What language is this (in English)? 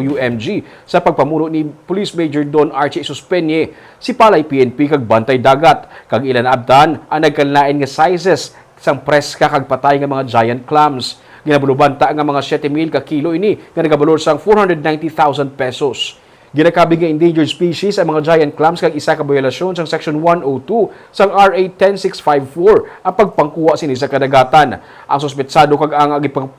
Hiligaynon